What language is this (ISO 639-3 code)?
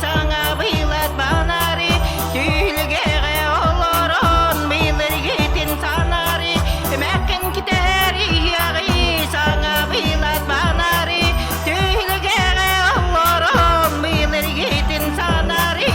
sah